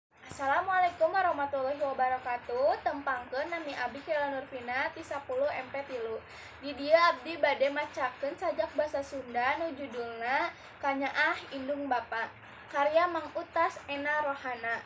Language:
Sundanese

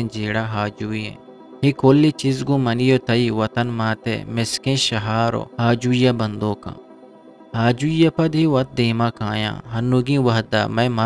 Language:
Eastern Balochi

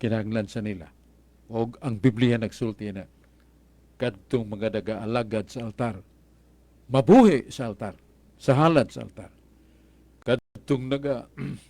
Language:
Cebuano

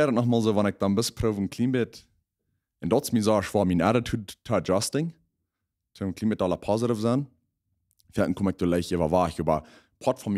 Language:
Plautdietsch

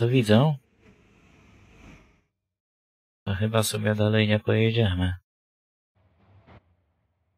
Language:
Polish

